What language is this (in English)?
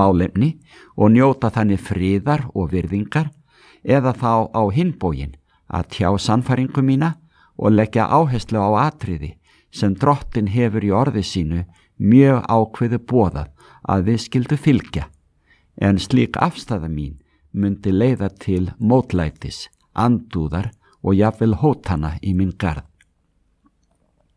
Icelandic